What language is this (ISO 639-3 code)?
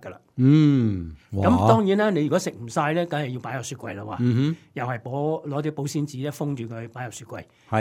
yue